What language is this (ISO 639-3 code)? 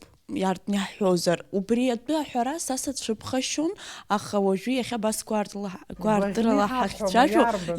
abk